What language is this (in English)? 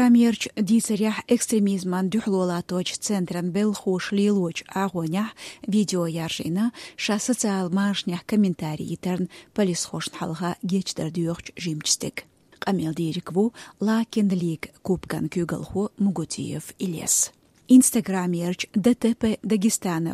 Chechen